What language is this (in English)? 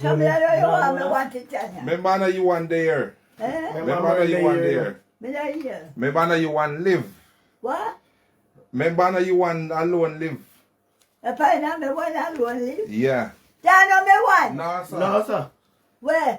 Jamaican Creole English